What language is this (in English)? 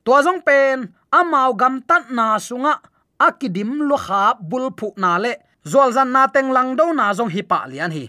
Tedim Chin